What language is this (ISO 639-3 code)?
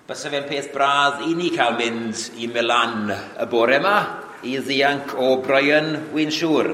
cym